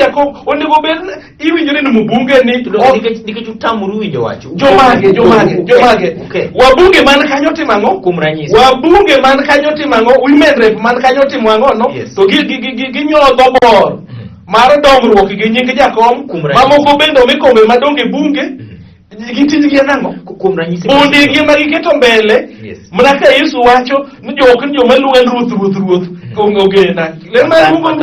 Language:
Luo (Kenya and Tanzania)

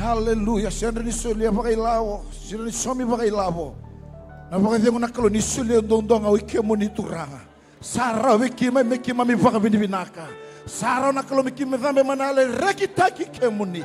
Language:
Fijian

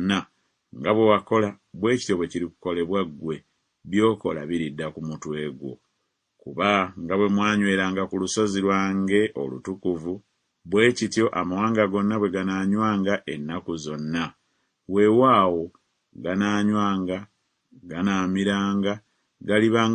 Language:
Ganda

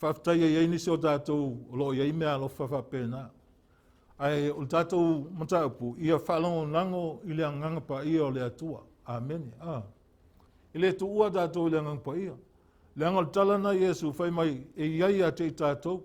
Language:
Samoan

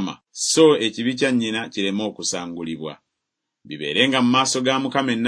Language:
Ganda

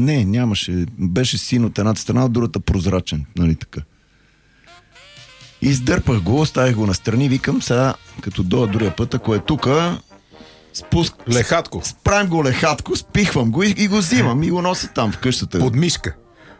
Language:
Bulgarian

